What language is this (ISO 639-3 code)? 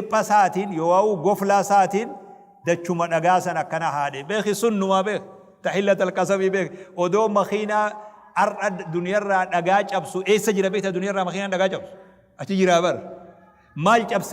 orm